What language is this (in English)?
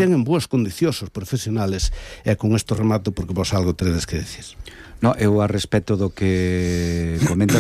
Galician